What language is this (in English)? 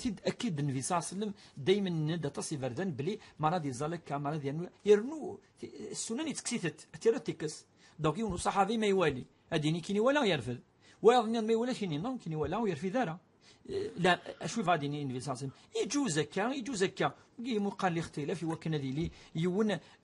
Kabyle